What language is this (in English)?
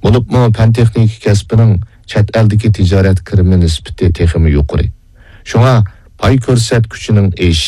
Uyghur